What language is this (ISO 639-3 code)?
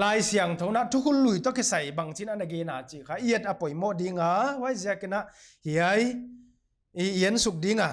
pck